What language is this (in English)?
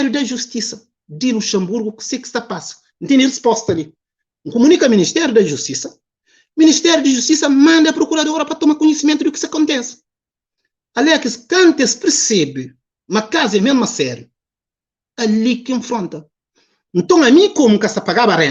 Kabuverdianu